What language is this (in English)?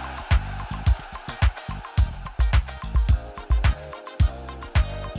Danish